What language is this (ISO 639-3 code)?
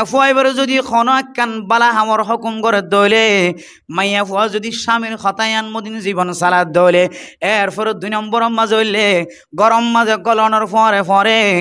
rhg